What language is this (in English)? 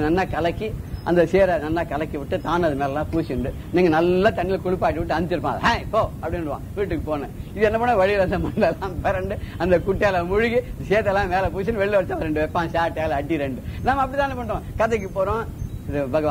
Tamil